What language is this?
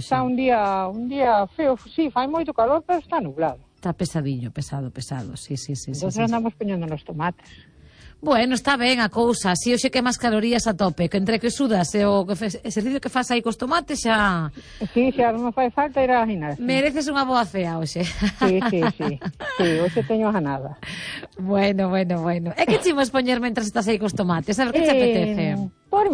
Galician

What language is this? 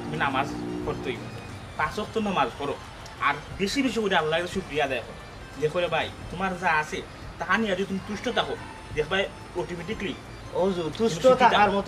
Sylheti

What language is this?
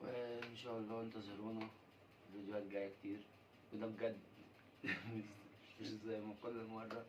Egyptian Arabic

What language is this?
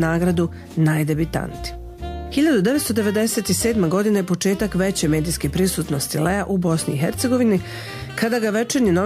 Serbian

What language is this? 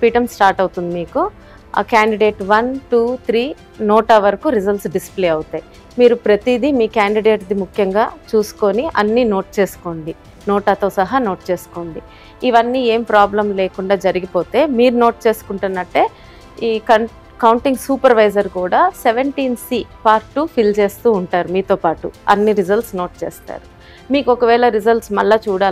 Telugu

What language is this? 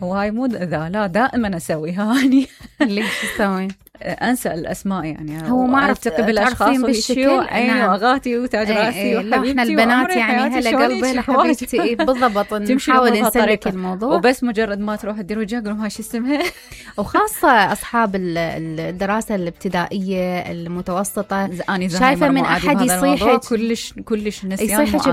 Mesopotamian Arabic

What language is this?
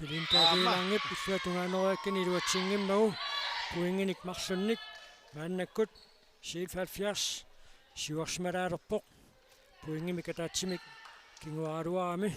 Kalaallisut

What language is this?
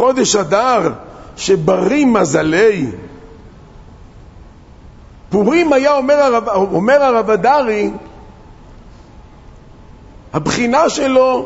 Hebrew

